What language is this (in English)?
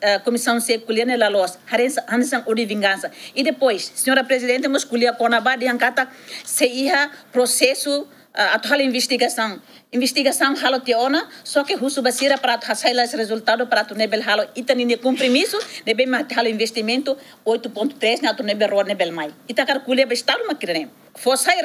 Tetum